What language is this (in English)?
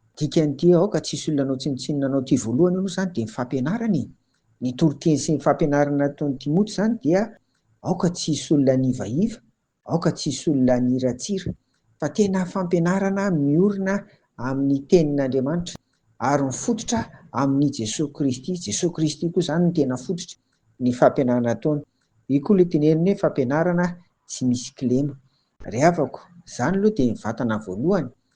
Malagasy